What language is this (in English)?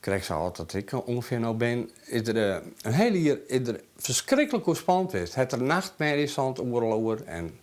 Western Frisian